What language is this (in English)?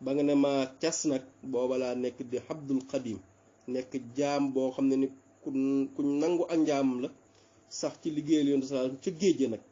Wolof